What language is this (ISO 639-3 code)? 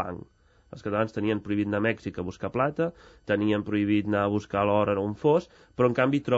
cat